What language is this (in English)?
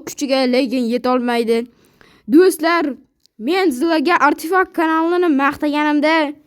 Uzbek